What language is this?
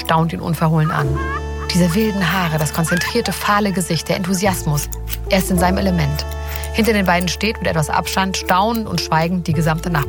German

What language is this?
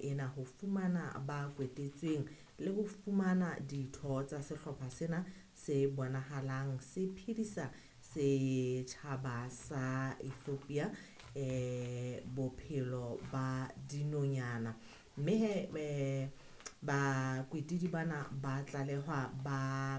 Southern Sotho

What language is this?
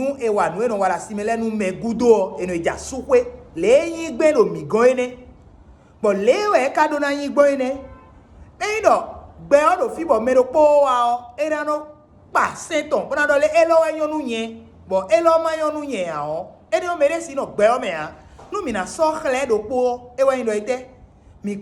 Fon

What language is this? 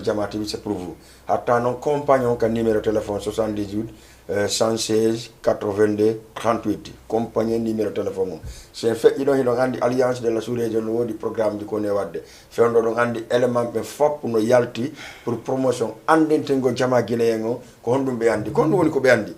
Fula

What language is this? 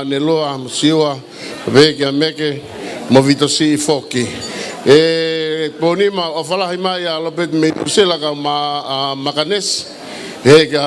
Tongan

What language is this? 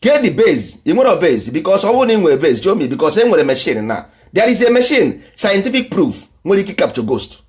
Igbo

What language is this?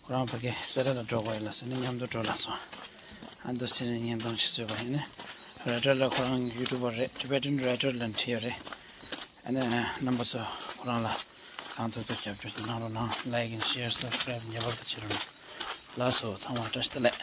Tibetan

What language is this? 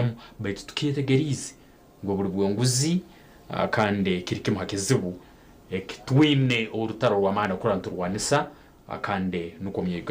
Nyankole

